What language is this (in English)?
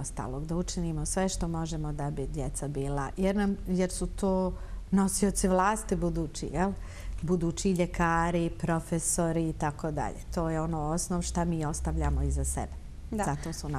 Bosnian